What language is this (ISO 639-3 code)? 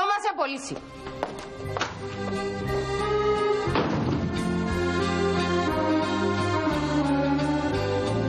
ell